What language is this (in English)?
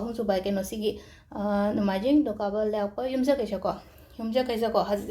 Manipuri